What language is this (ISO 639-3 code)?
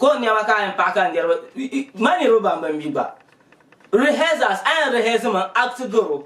dag